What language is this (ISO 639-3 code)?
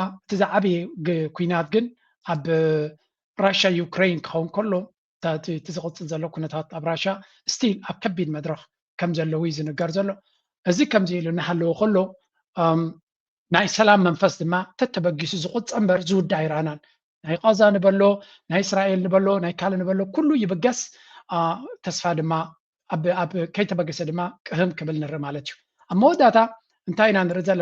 tir